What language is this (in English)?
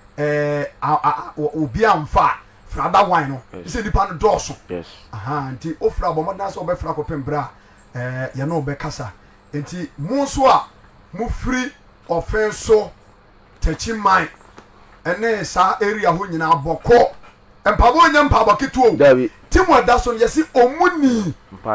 Akan